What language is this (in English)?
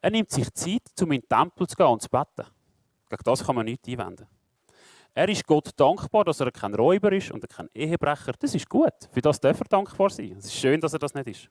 Swiss German